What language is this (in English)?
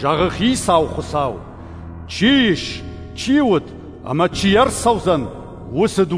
Ossetic